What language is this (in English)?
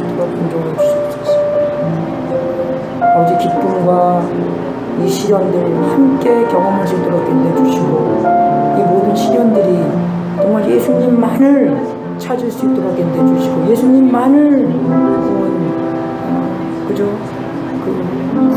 Korean